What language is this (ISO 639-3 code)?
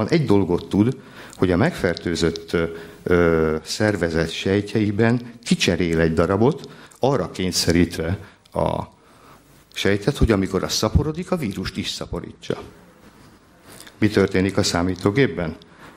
hun